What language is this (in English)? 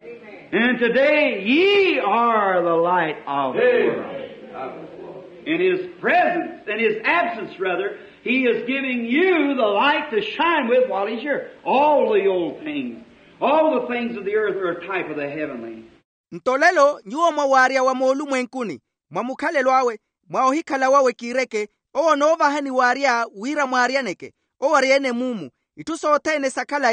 Makhuwa